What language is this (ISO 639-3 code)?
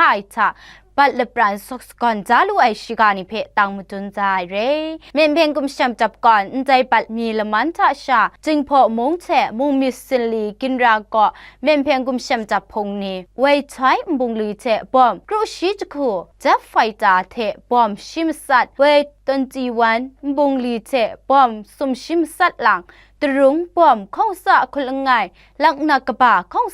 kac